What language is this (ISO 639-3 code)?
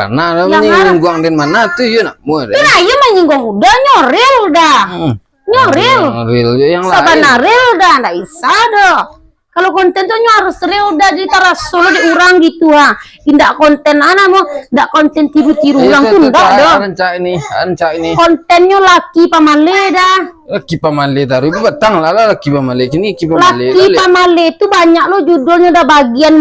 min